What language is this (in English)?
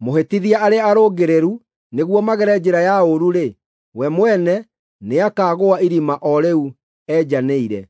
Kikuyu